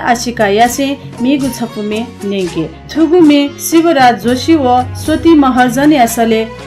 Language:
Newari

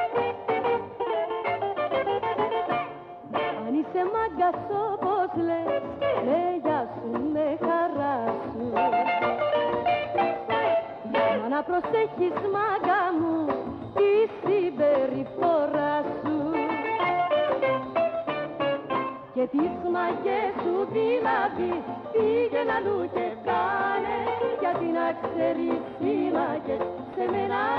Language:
Greek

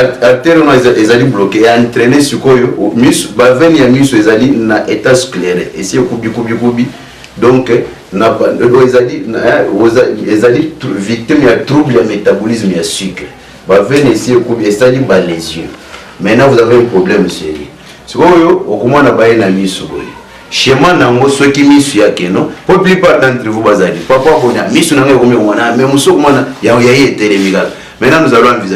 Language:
Lingala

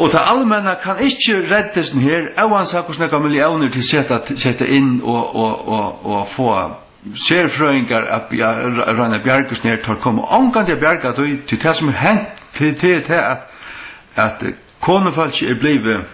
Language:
Faroese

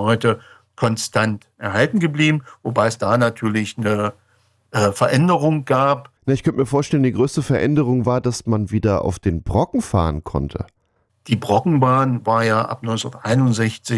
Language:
German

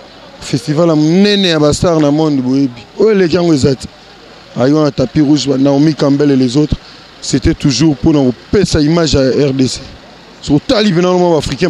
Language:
Lingala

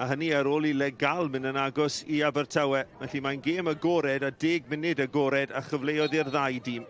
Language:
Welsh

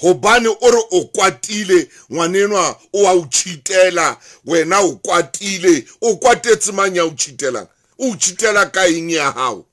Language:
Southern Sotho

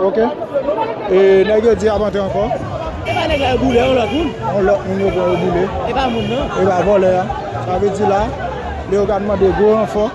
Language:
Haitian Creole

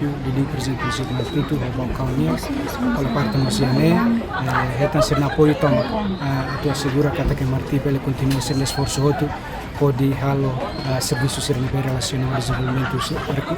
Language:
Tetum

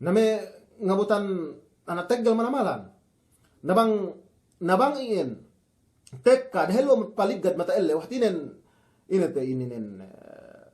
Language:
Yakan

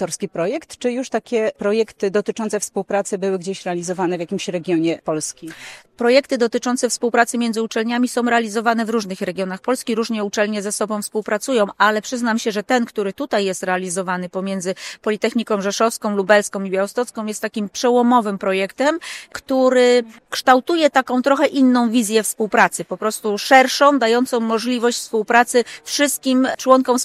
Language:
Polish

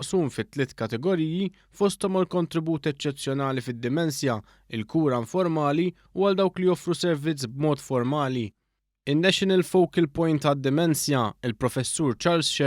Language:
Maltese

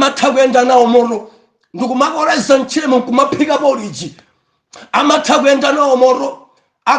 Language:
Nyanja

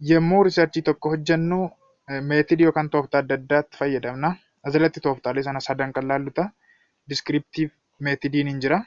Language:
Oromo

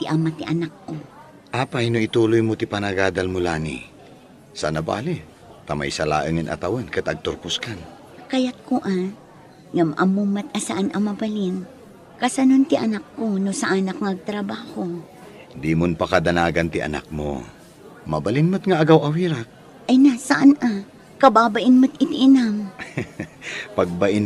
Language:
Iloko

